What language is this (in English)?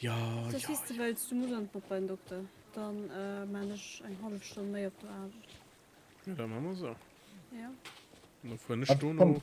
Luxembourgish